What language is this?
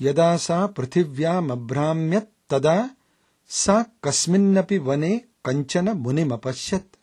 Sanskrit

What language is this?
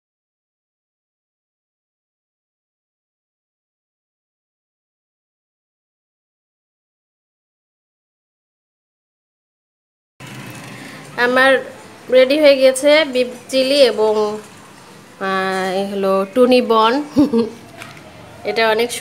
Bangla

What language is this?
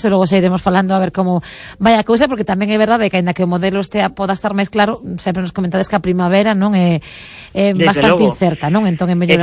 Galician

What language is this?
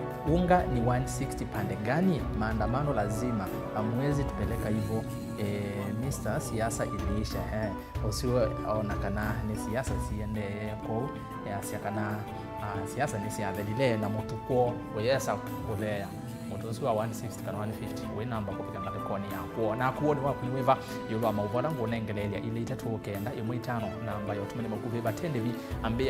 Kamba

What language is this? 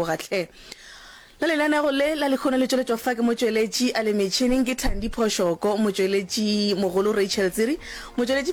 Northern Sotho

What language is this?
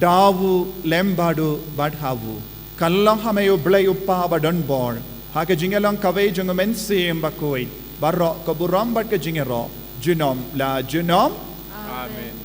Khasi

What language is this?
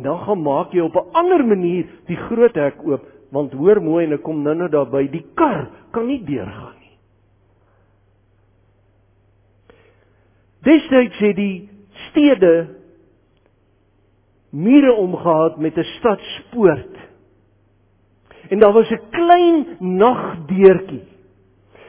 Afrikaans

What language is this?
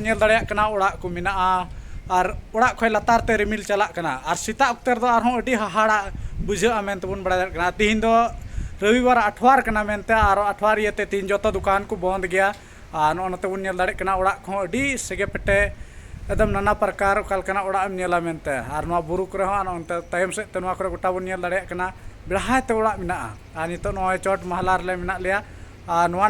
Santali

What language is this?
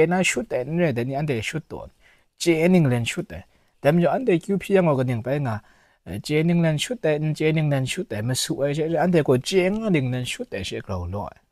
Kachin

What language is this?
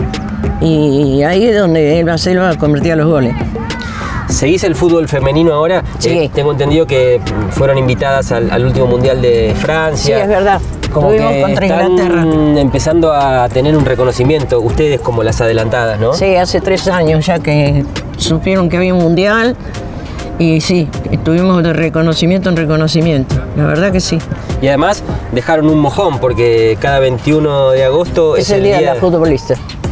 Spanish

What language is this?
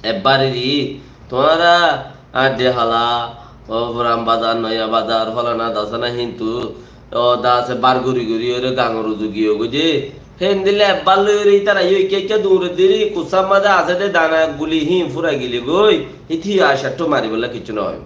Rohingya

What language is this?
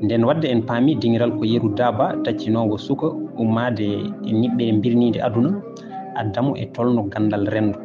Fula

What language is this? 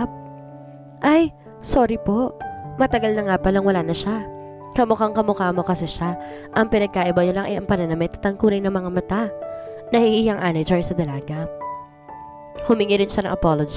Filipino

